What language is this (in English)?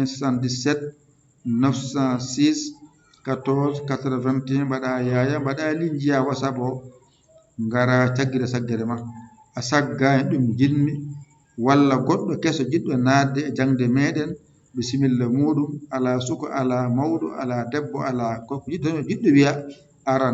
Fula